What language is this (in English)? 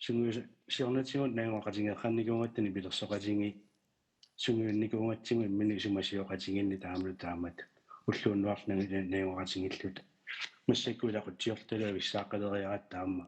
Kalaallisut